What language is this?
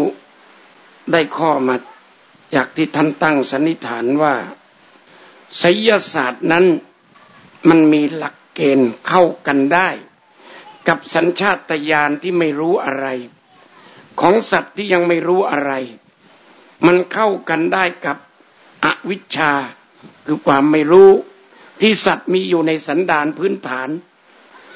Thai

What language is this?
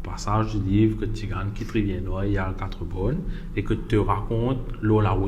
Morisyen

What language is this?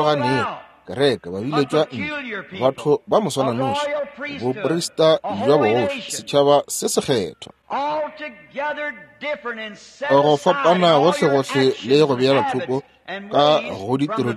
Northern Sotho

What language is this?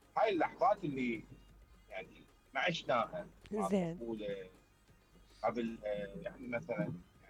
Mesopotamian Arabic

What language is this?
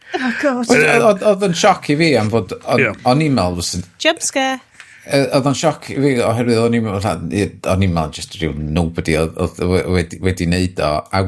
Welsh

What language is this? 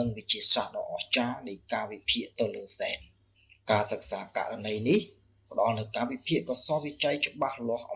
Khmer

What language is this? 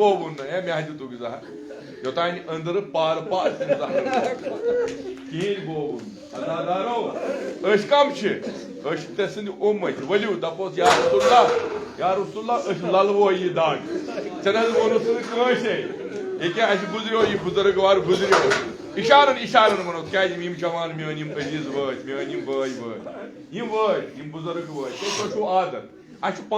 Kashmiri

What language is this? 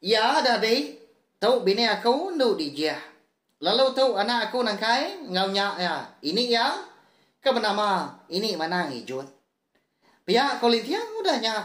Iban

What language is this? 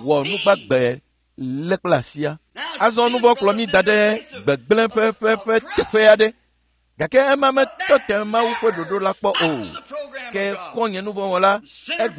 Ewe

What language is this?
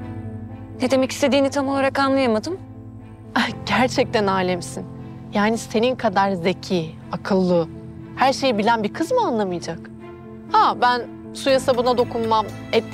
Turkish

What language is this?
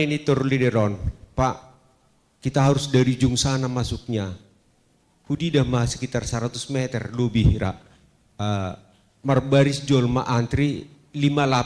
Batak Simalungun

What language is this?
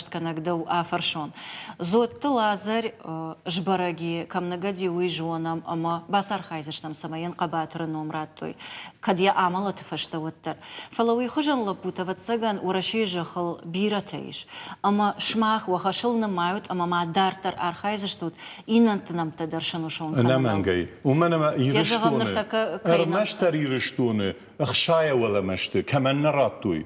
Ossetic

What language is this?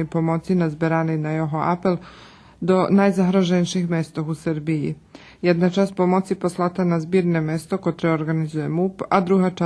Rusyn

